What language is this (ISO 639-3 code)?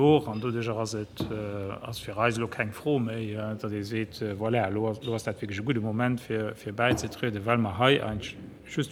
ltz